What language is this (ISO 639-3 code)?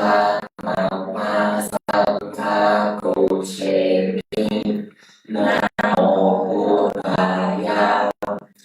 pli